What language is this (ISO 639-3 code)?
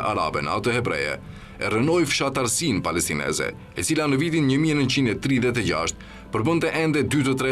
sqi